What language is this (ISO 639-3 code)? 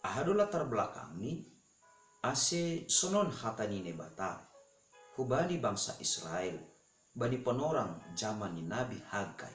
bts